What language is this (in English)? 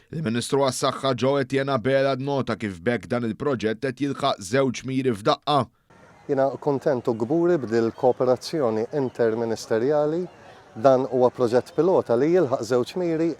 Maltese